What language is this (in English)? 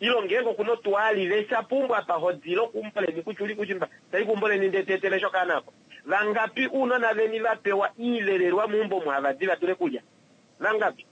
Kuanyama